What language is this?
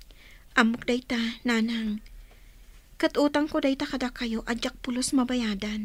Iloko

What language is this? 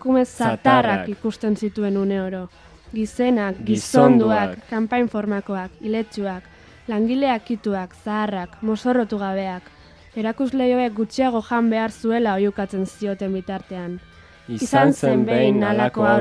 Basque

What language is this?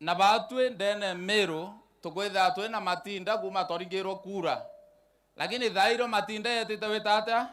Meru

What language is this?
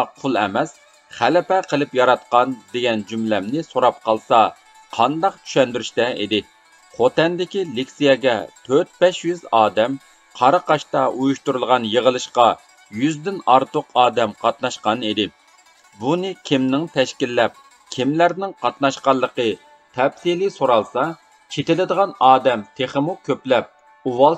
Uyghur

